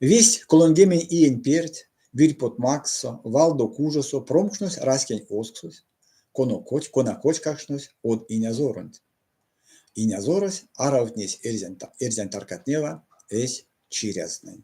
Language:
Erzya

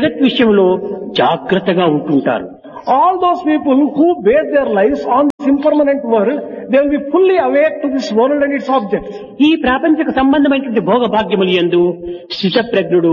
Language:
Telugu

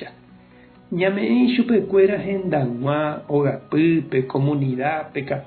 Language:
Guarani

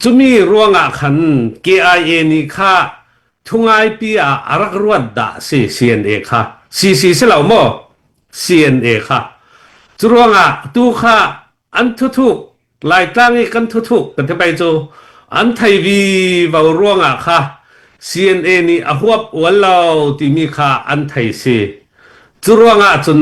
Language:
Falam Chin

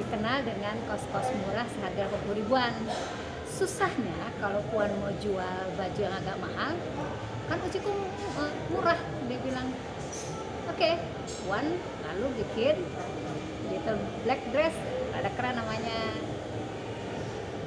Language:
Indonesian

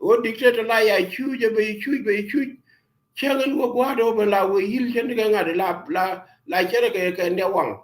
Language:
Nuer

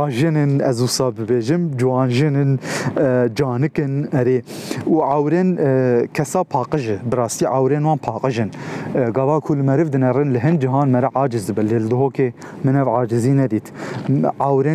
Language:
Kurdish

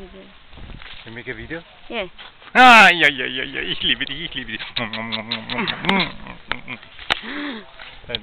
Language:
English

